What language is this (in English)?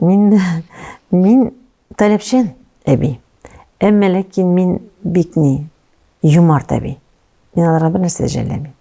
Tatar